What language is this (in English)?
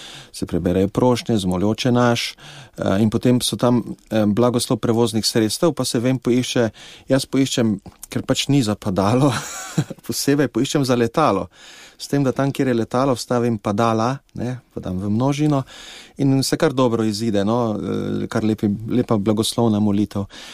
Slovenian